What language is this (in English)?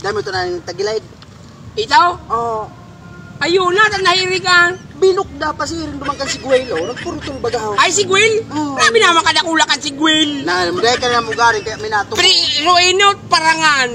Bikol